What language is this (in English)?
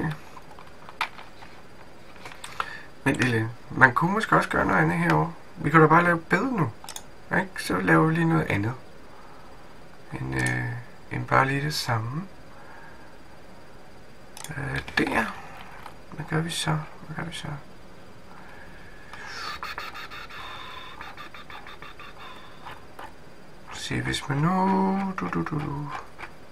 Danish